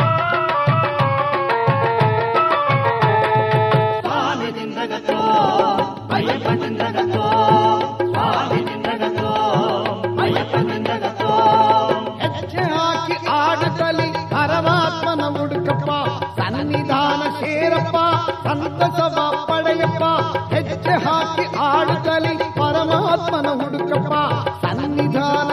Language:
Kannada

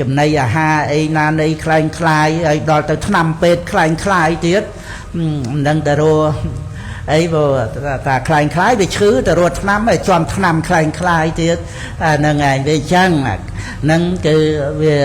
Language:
Khmer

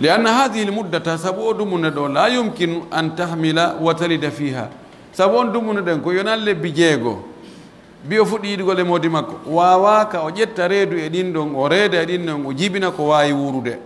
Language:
Pular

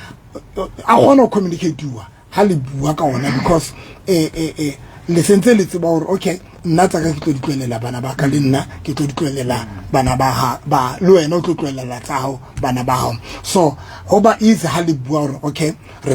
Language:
Southern Sotho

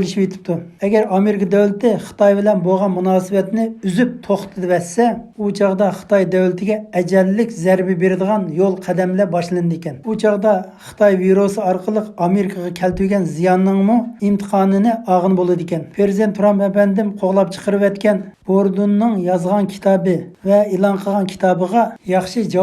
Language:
Uyghur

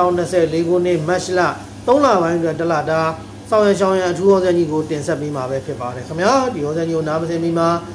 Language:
Burmese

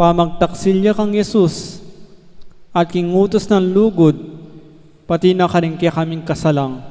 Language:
Pampanga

